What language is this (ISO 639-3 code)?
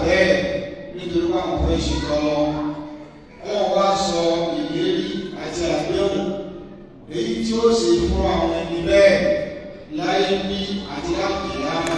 yor